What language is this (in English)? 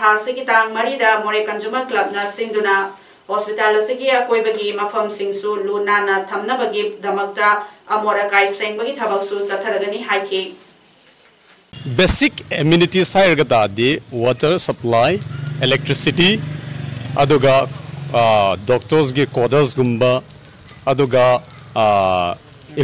Manipuri